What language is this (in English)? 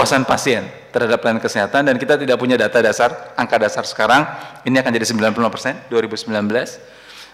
Indonesian